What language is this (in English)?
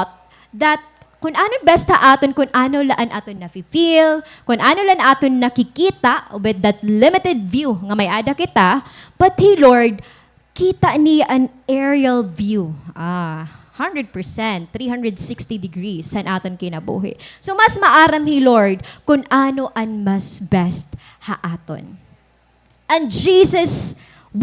Waray